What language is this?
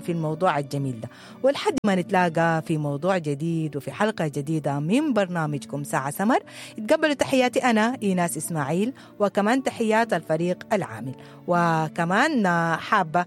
Sudanese Arabic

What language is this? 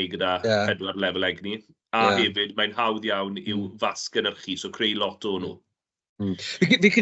Welsh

